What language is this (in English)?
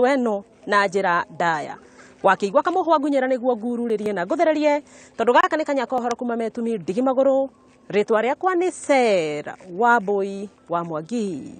Kikuyu